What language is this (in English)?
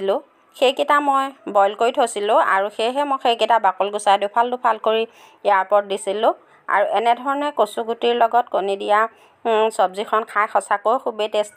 Assamese